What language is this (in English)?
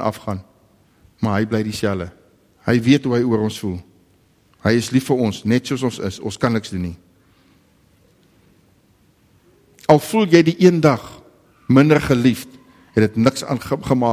Afrikaans